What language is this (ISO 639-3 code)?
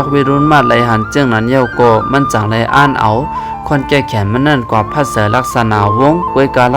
shn